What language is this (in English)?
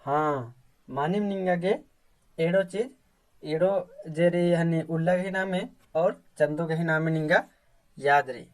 Kurukh